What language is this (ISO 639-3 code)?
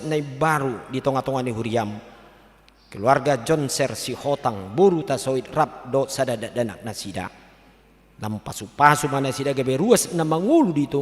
bbc